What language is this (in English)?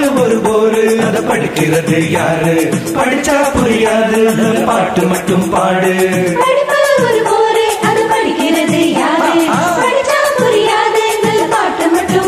Tamil